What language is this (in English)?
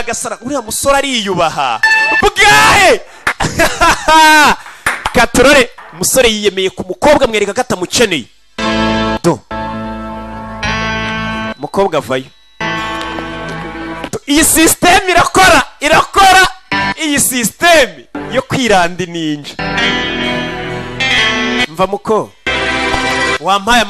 Kinyarwanda